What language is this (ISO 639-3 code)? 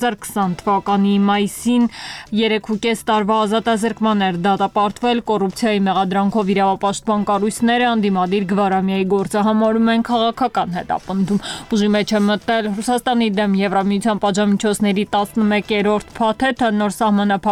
hye